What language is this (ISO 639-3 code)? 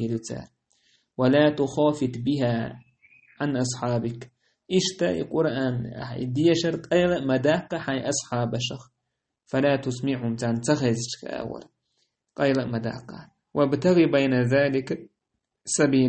che